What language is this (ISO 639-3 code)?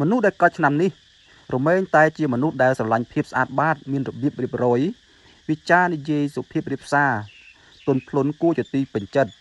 khm